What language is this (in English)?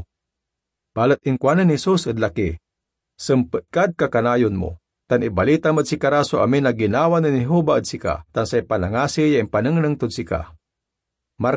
Pangasinan